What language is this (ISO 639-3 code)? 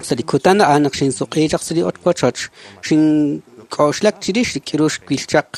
kek